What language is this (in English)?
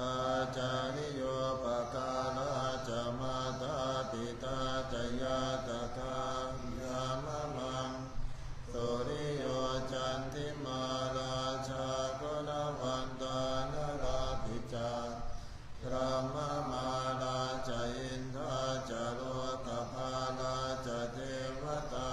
Pali